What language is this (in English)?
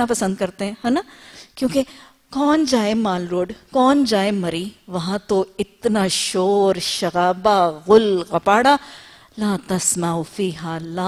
Urdu